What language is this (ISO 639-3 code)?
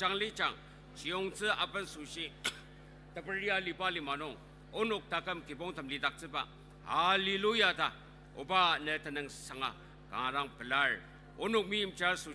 njo